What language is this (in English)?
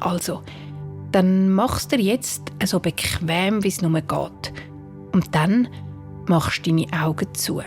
Swiss German